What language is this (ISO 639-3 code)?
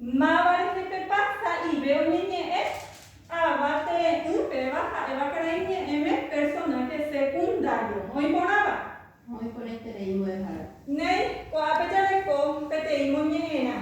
grn